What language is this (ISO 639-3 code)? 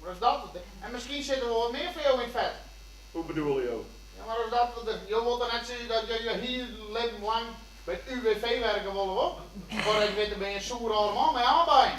fry